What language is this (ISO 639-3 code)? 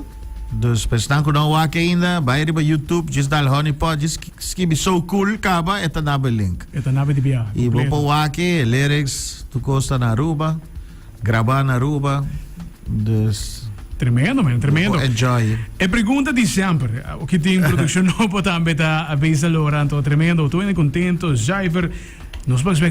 pap